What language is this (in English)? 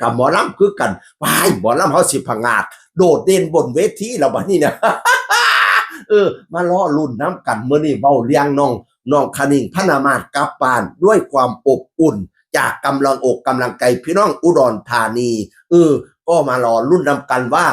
Northeastern Thai